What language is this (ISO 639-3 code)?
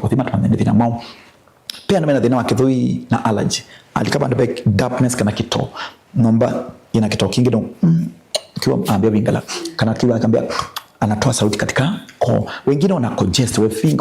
kam